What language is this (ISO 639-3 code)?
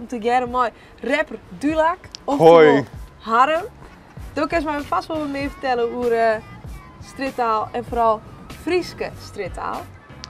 fry